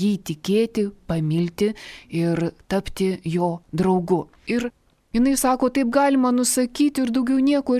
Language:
Lithuanian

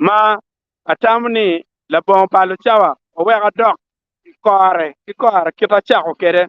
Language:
Acoli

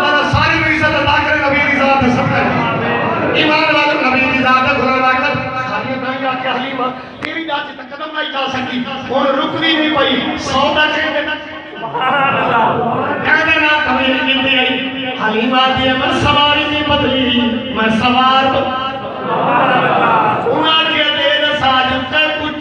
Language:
Saraiki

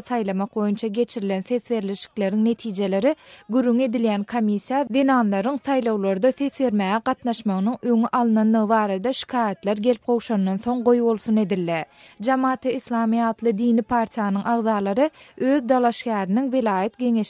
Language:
Turkmen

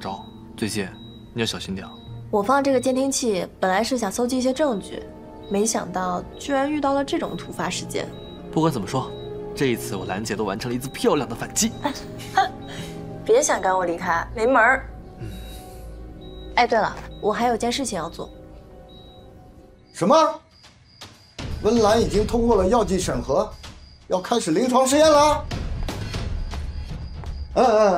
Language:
Chinese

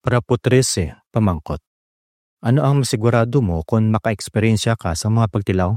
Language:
Hiligaynon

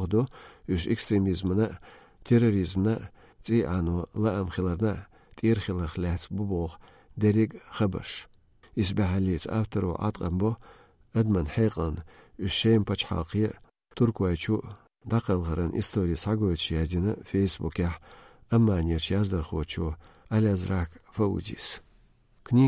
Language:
Chechen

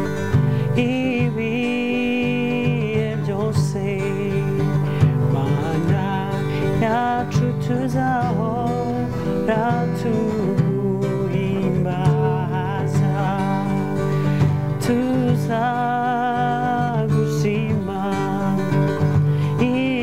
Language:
Kinyarwanda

